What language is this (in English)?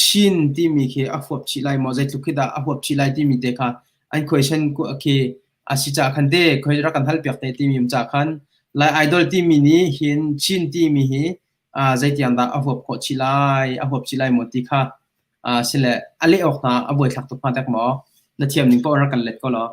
Hakha Chin